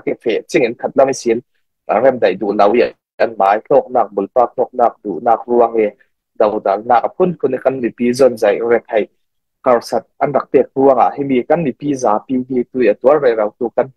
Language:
Falam Chin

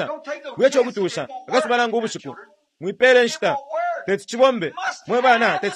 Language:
Bemba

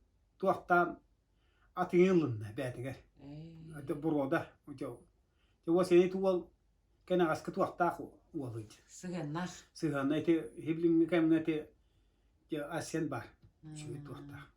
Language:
Yakut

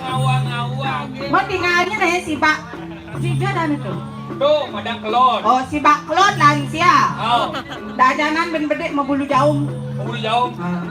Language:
Balinese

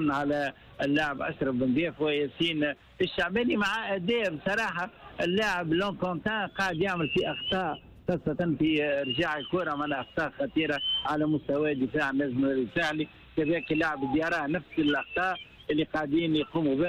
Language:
Tunisian Arabic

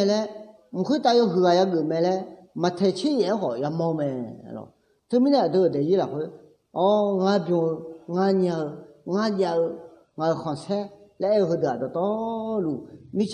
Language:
Akha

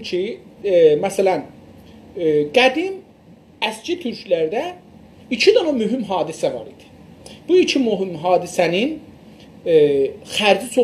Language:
South Azerbaijani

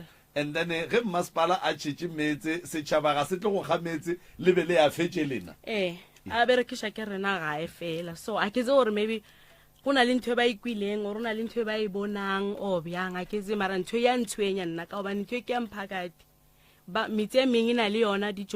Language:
Northern Sotho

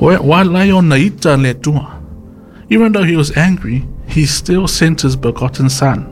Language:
Samoan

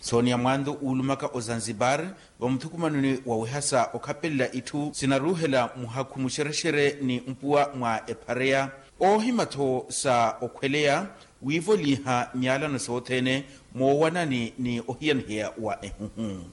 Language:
Makhuwa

